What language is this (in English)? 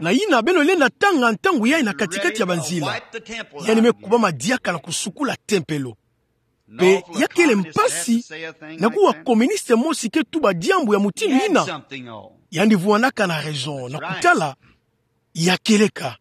Kituba (Democratic Republic of Congo)